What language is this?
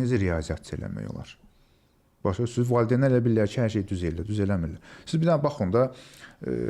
Azerbaijani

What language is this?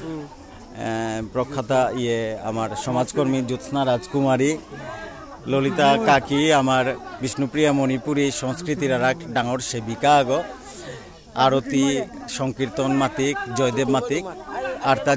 Bishnupriya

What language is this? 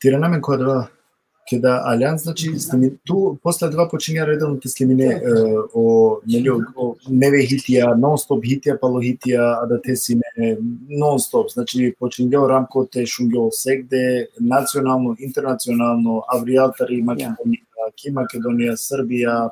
Balkan Romani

